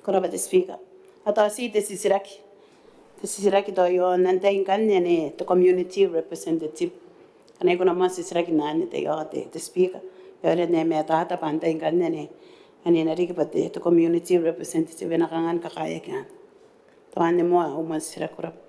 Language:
Gilbertese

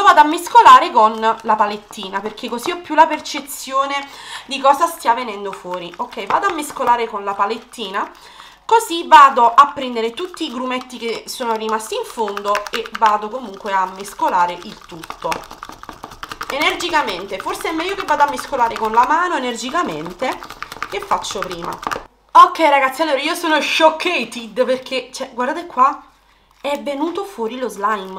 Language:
Italian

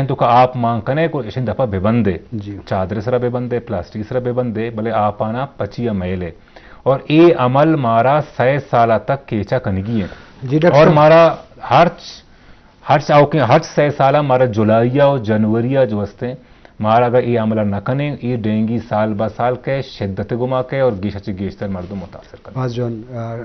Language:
Eastern Balochi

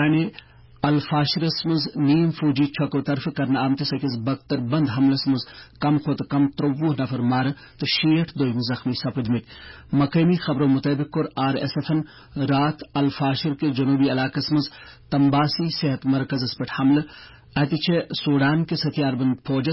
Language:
Kashmiri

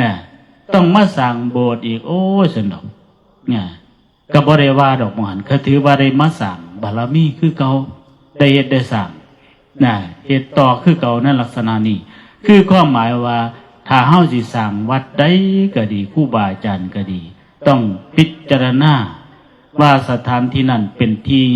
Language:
Northeastern Thai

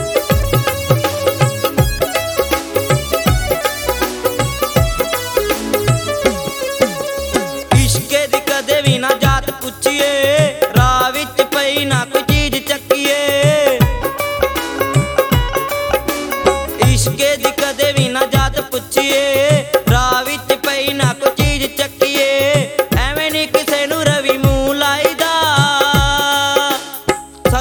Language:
Punjabi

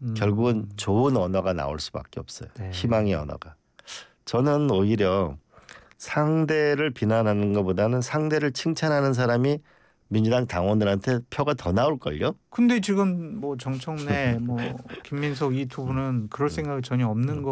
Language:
Korean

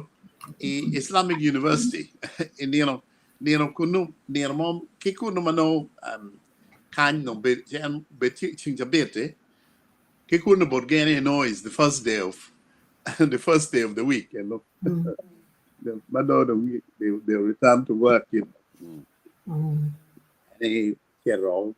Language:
Acoli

